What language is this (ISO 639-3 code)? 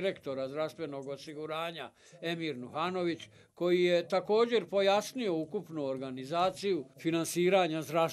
bos